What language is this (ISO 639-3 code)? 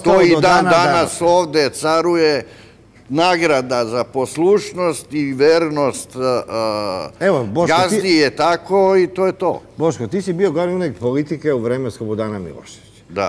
srp